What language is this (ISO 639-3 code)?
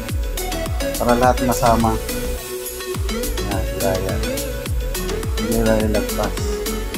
fil